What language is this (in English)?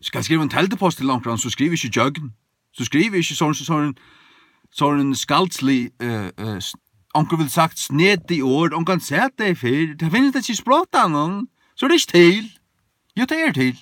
Faroese